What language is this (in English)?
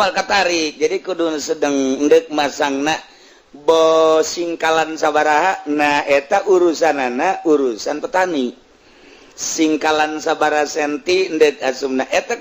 Sundanese